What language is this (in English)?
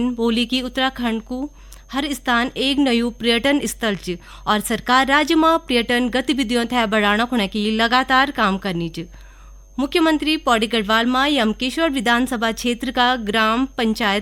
Garhwali